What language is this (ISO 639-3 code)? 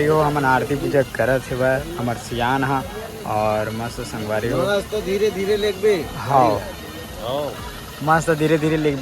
hne